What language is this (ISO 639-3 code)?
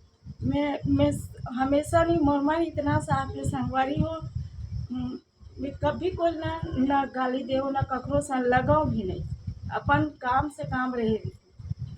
hne